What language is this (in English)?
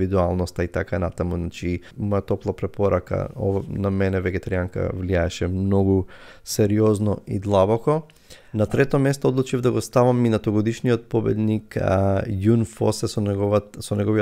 Macedonian